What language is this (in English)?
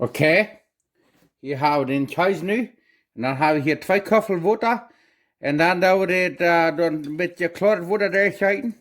Plautdietsch